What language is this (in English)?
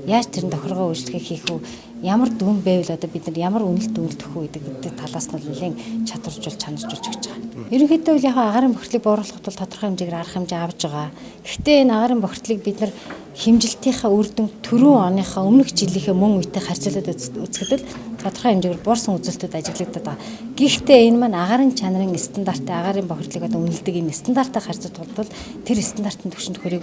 Mongolian